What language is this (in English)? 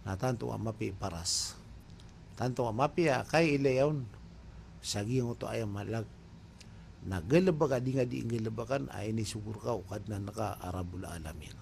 Maranao